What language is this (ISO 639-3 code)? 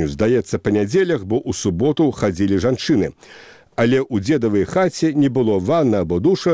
bel